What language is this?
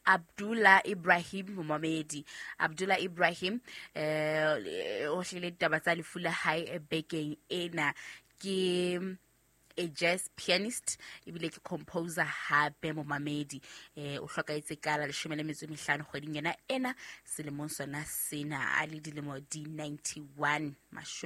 Southern Sotho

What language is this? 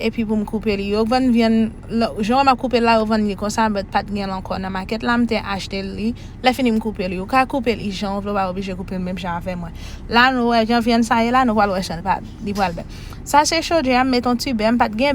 Haitian Creole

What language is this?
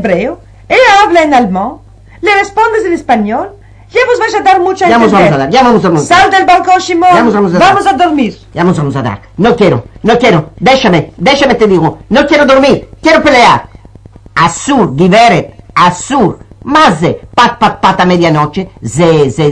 Ladino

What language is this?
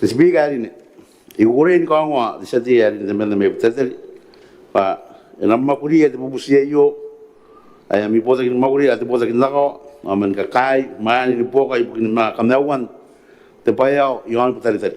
Gilbertese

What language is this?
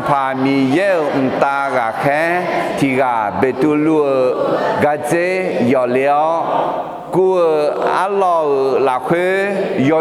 Akha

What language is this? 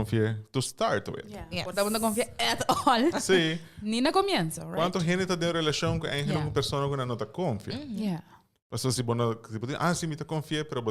Papiamento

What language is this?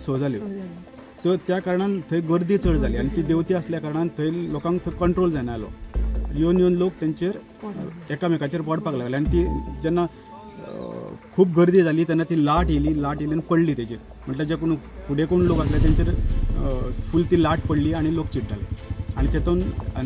Konkani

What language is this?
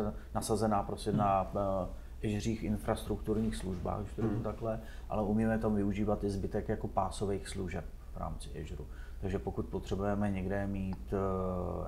Czech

